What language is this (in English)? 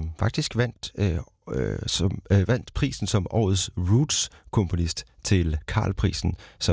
Danish